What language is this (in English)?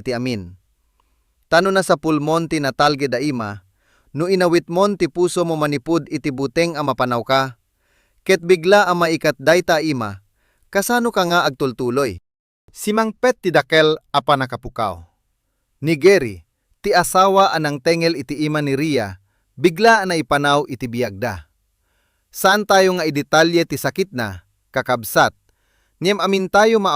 Iloko